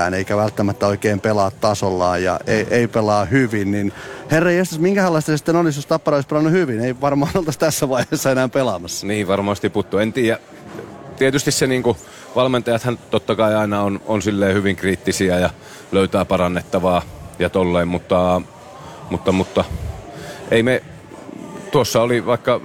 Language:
Finnish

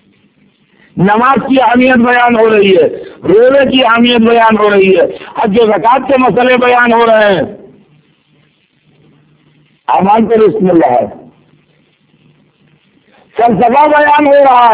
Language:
Urdu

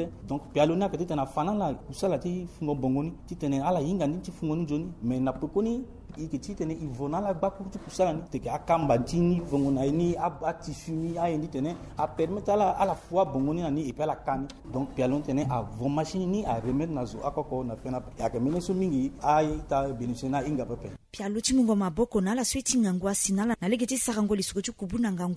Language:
Sango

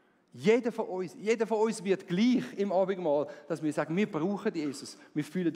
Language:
Swiss German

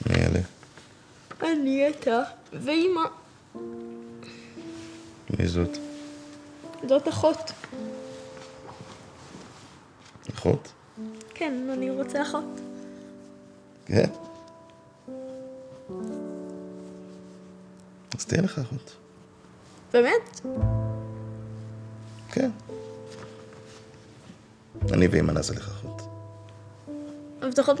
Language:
Hebrew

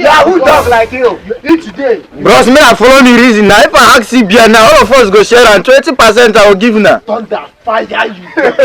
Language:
Nigerian Pidgin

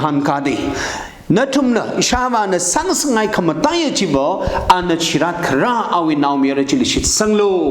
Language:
Tangkhul Naga (India)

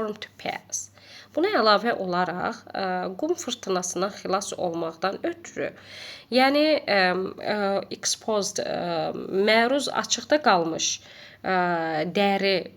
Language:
Azerbaijani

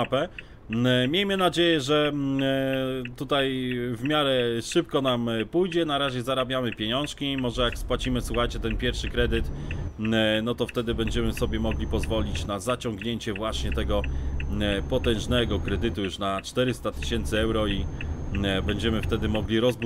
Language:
Polish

